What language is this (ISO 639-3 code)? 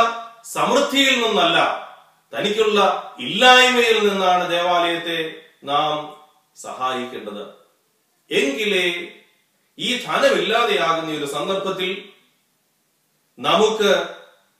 mal